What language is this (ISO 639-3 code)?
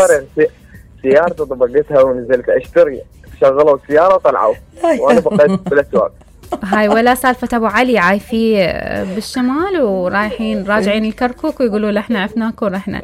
acm